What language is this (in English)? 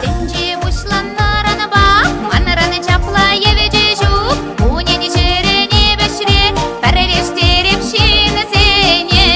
Chuvash